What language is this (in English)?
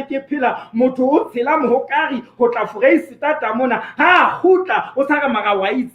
Southern Sotho